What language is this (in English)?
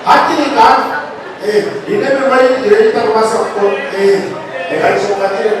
Nyankole